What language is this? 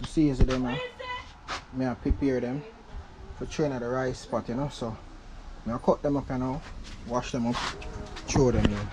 Jamaican Creole English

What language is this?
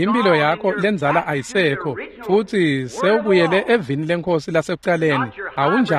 Swati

